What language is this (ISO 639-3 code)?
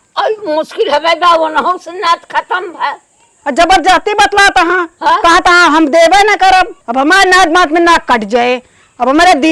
awa